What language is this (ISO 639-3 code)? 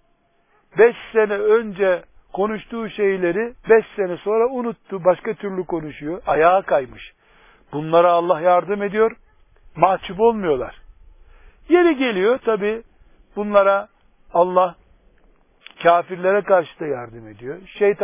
tur